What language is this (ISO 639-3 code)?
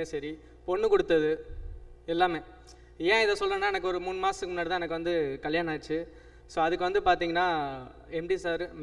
tam